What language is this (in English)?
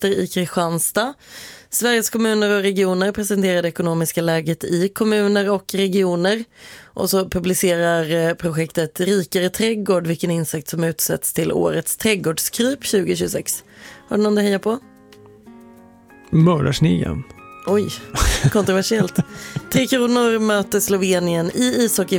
Swedish